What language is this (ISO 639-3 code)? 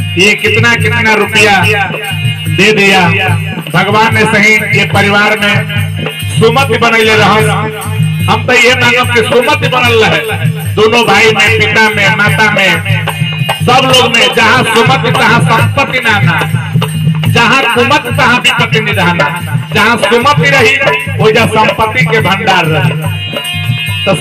bho